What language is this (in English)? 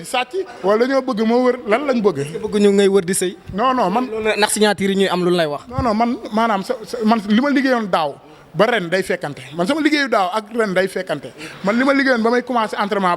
Wolof